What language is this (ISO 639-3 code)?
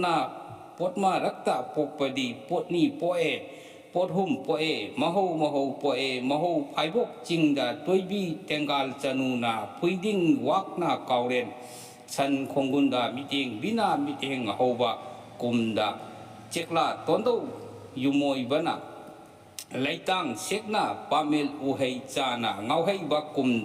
mni